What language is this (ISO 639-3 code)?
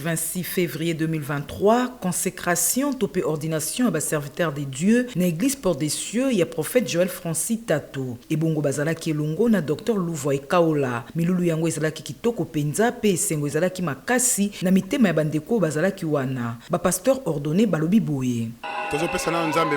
lin